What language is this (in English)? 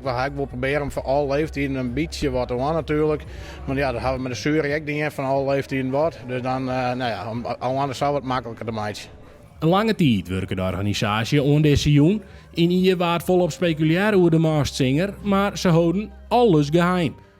Western Frisian